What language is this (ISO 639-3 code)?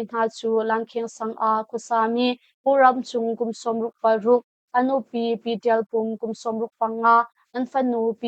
cnh